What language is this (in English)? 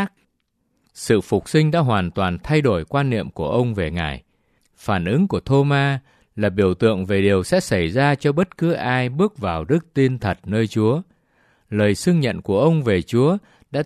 Vietnamese